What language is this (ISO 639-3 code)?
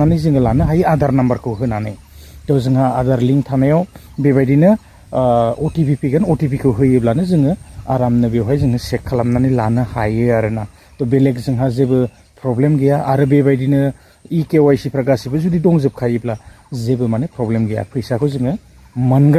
brx